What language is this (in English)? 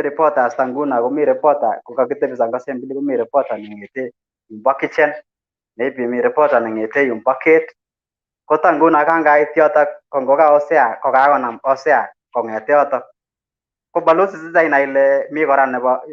Kalenjin